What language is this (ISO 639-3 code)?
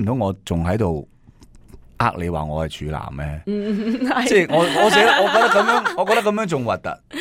yue